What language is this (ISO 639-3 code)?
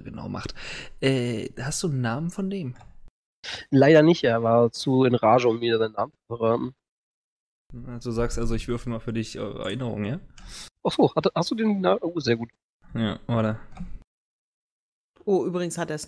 deu